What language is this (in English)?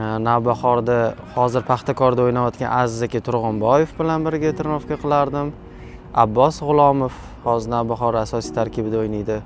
Uzbek